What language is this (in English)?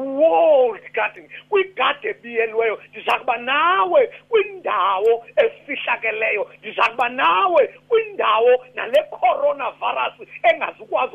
Xhosa